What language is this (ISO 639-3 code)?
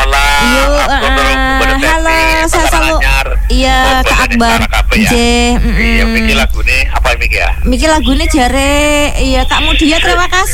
ind